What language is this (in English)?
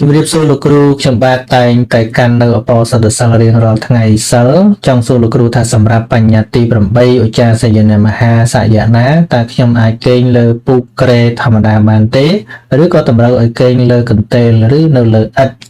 Khmer